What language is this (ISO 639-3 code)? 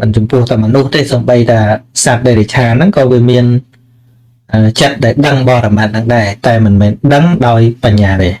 khm